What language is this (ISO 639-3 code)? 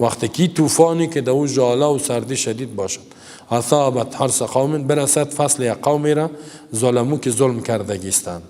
fas